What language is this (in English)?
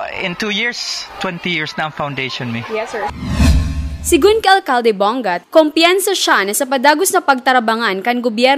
Bikol